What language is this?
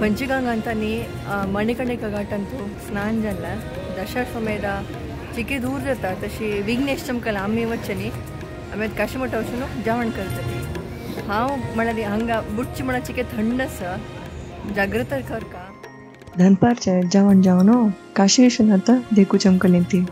Konkani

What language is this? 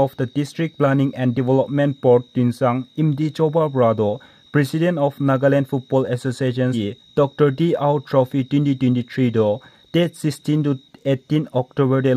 Naga Pidgin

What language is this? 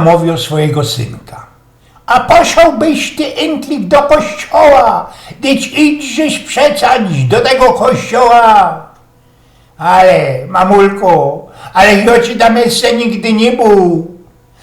Silesian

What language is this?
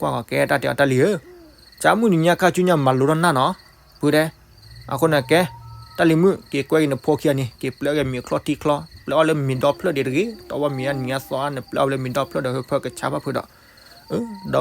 S'gaw Karen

